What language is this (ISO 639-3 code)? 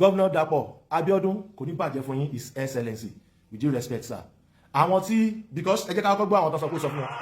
yor